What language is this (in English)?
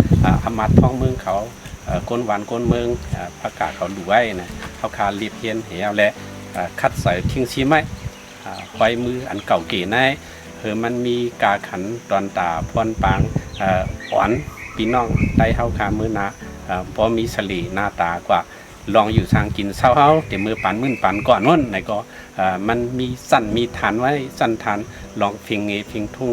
Shan